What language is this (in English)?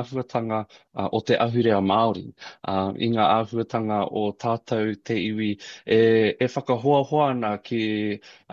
Māori